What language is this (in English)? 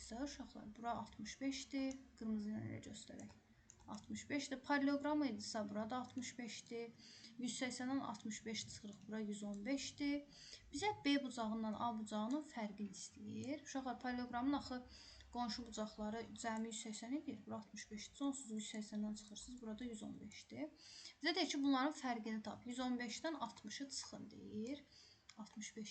Azerbaijani